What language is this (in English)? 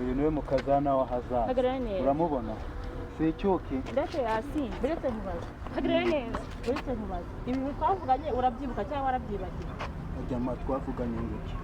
Kinyarwanda